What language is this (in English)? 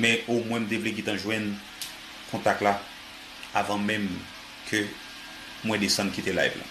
Haitian Creole